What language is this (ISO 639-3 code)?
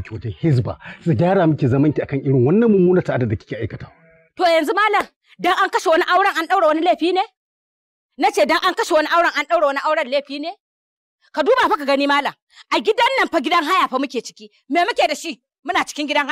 hau